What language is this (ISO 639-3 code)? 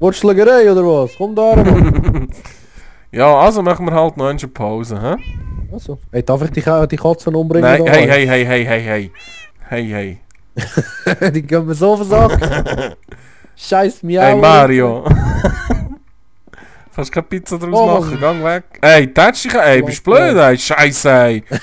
gsw